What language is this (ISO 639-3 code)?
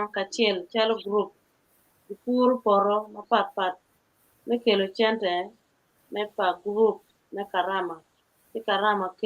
ach